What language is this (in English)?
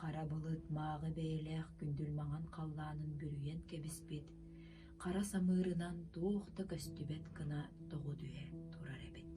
Yakut